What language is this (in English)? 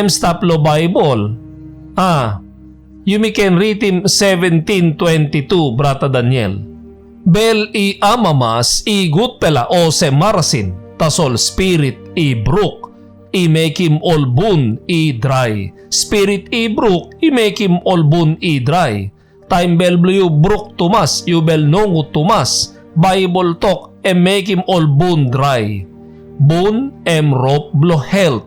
Tok Pisin